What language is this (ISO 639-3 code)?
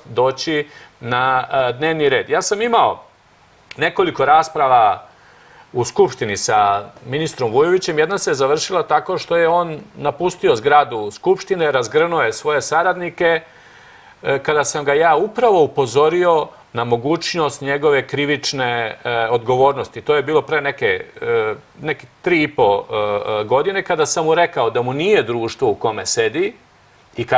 srp